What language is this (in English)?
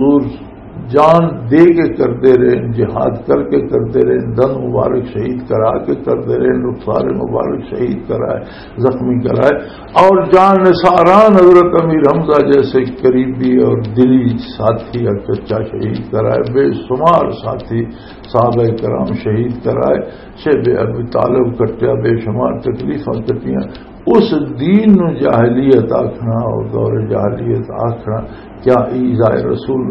Western Panjabi